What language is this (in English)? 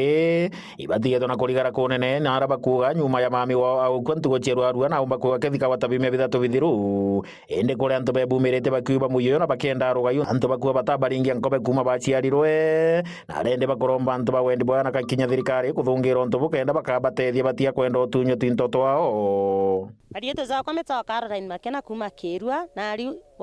Meru